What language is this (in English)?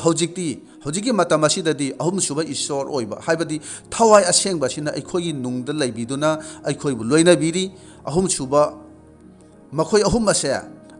Manipuri